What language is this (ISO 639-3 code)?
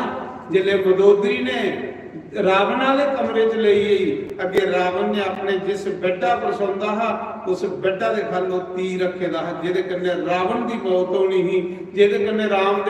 doi